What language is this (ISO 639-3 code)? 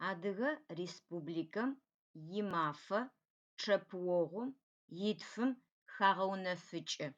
ady